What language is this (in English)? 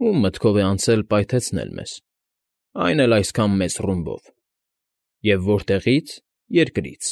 Armenian